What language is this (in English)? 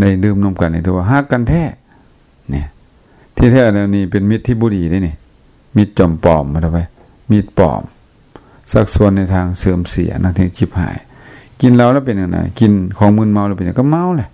Lao